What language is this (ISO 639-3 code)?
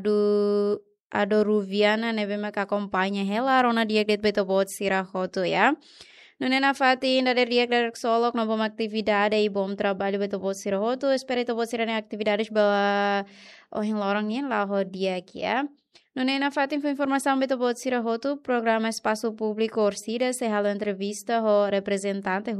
tet